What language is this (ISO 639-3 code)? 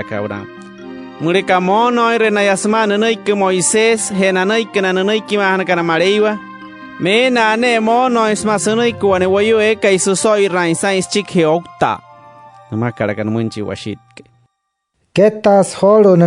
guc